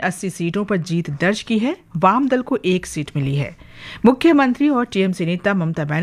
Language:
Hindi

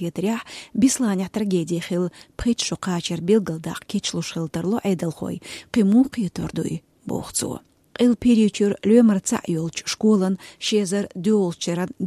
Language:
Chechen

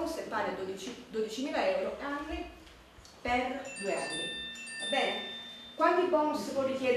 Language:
Italian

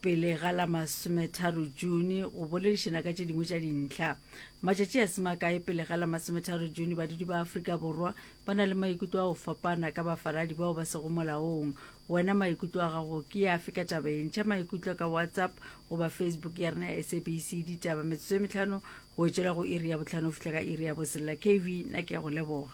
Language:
Northern Sotho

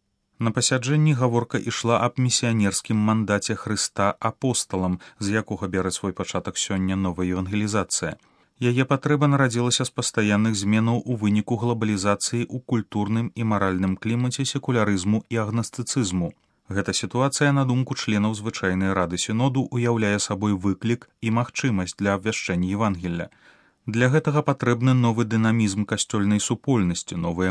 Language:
Belarusian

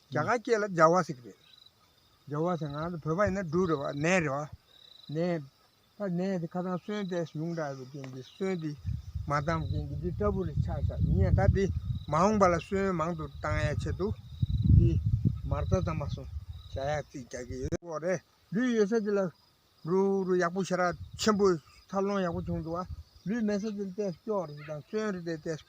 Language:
Tibetan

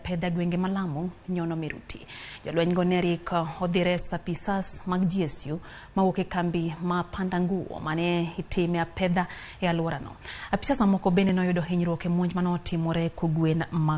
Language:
Luo (Kenya and Tanzania)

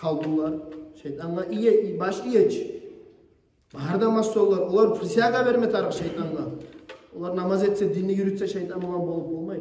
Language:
Kumyk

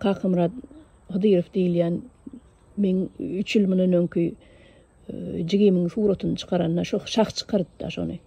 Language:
Turkmen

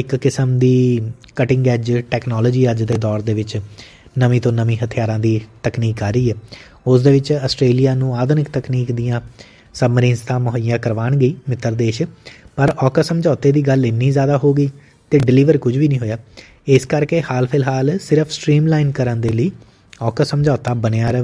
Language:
Punjabi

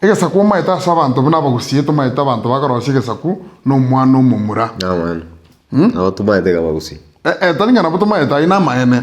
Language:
Gusii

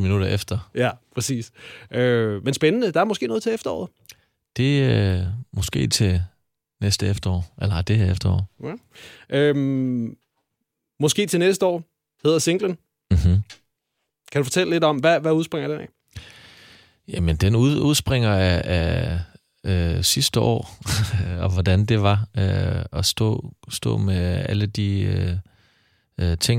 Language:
Danish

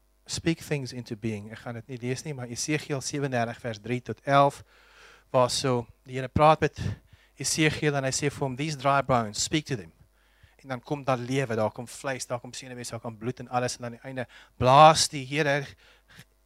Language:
Afrikaans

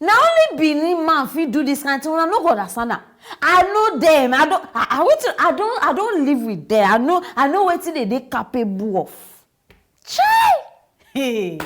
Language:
Nigerian Pidgin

